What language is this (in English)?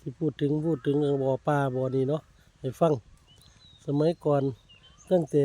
Northeastern Thai